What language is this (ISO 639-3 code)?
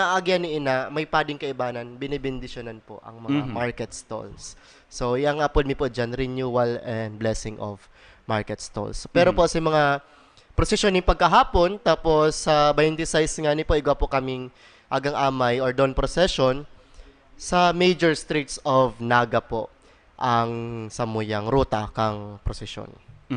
bik